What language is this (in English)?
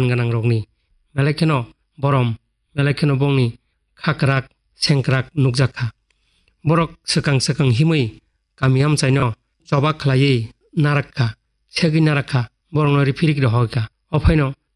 Kok Borok